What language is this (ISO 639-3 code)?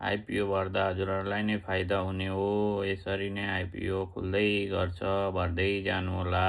nep